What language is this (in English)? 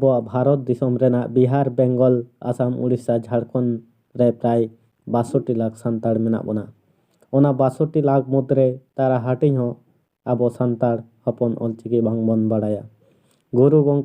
Santali